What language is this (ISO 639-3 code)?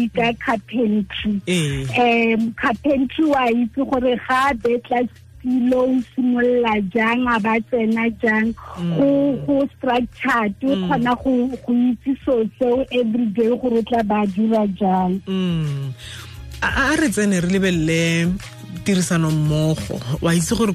tsn